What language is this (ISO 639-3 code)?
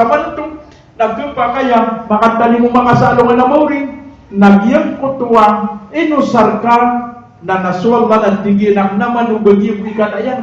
mrw